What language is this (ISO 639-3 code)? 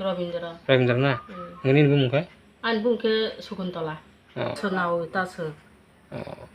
trp